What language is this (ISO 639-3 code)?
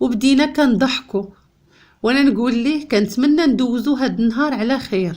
ary